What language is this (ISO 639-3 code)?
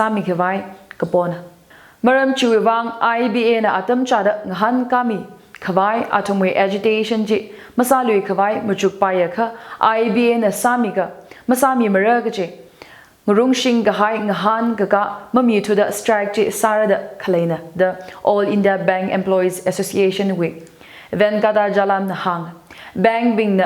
nmf